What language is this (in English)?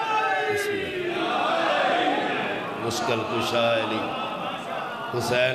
Urdu